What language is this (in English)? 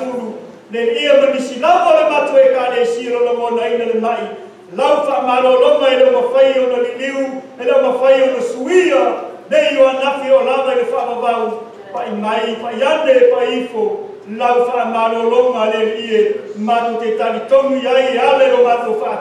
Samoan